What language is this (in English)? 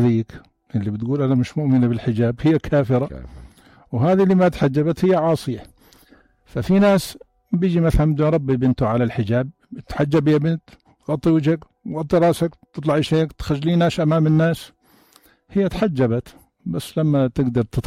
North Levantine Arabic